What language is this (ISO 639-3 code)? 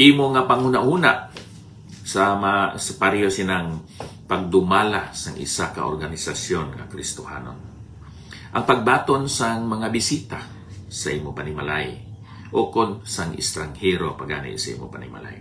hil